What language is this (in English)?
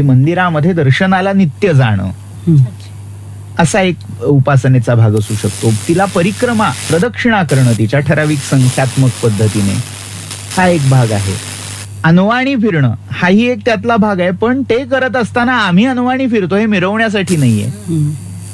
Marathi